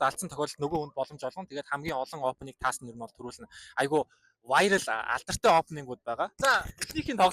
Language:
Mongolian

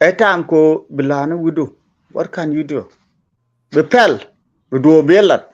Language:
Nuer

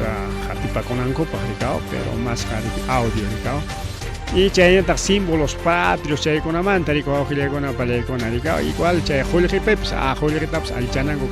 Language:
Ayacucho Quechua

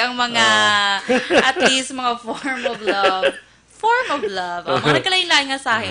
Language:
Hiligaynon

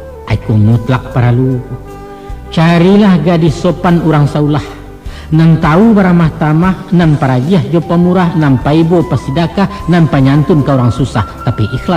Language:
Minangkabau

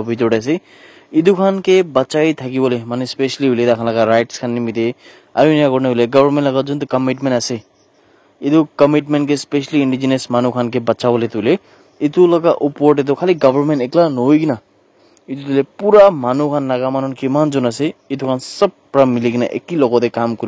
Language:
Naga Pidgin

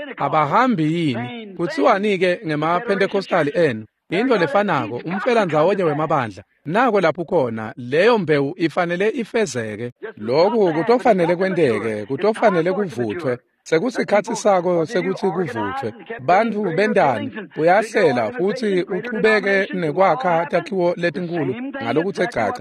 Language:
Swati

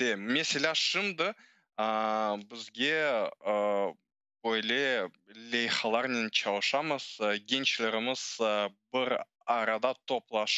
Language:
Crimean Tatar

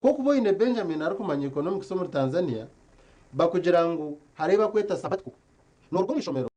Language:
Nyankole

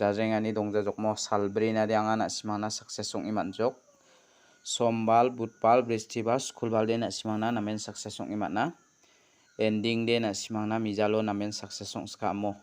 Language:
Garo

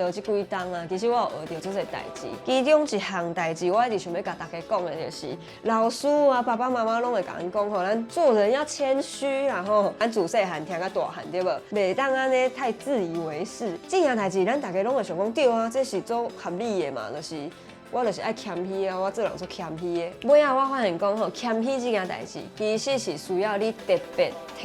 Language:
Min Nan Chinese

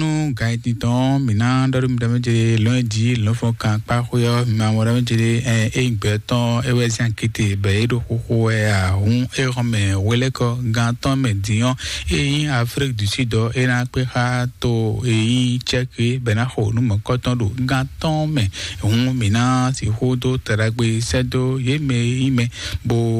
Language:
Fon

